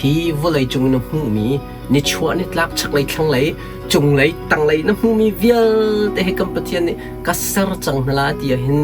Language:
Hakha Chin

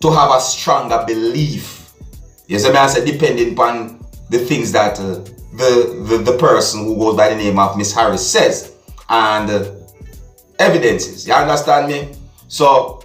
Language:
Jamaican Creole English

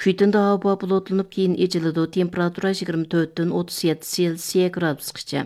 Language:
Uyghur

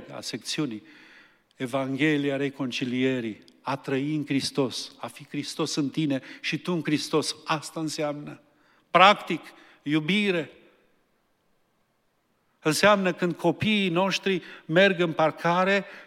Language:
Romanian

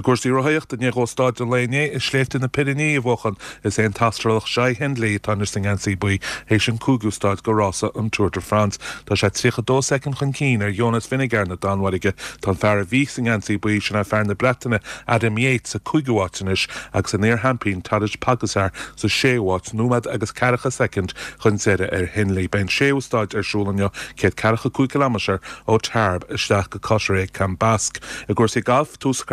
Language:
Irish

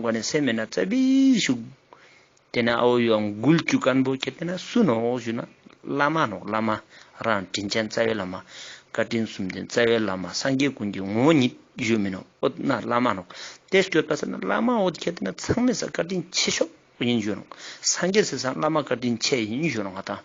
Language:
Ladakhi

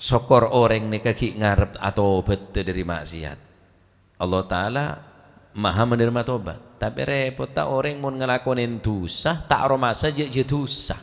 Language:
Madurese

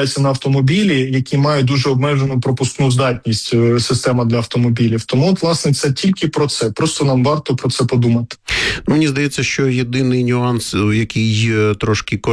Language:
Ukrainian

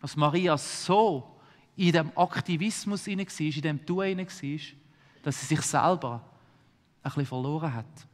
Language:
Swiss German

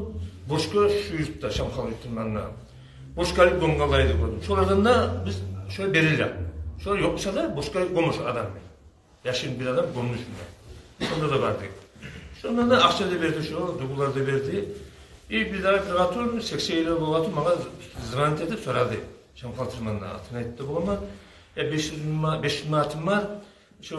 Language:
Kumyk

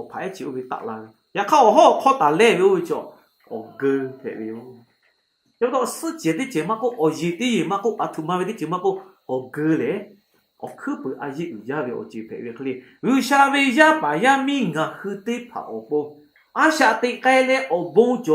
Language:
Lahu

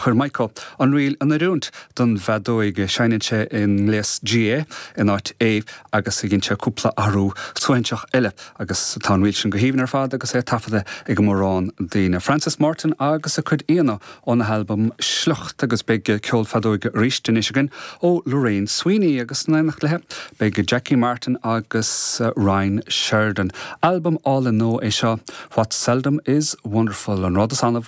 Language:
Irish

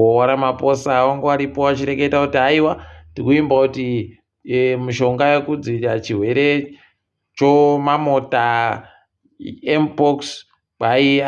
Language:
Ndau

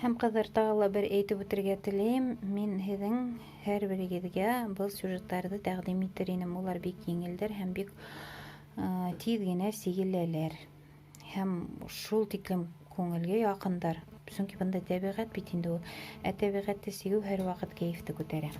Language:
Bashkir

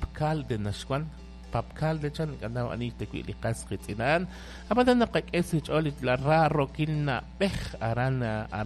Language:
Kekchí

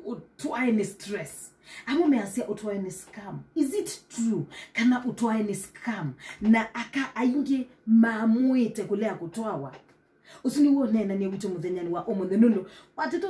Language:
Kamba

